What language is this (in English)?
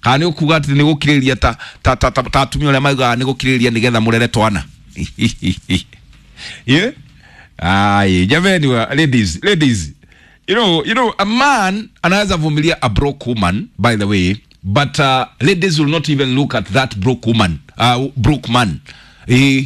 Kikuyu